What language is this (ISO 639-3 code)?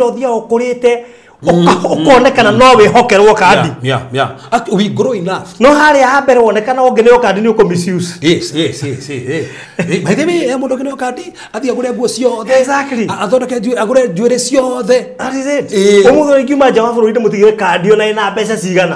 kik